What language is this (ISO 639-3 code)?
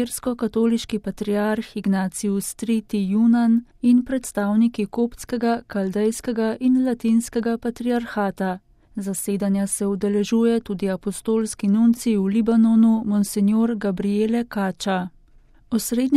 slv